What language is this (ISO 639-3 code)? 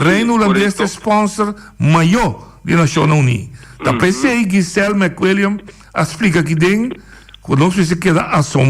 pap